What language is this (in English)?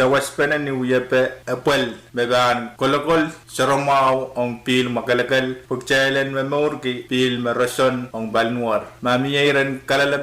Pohnpeian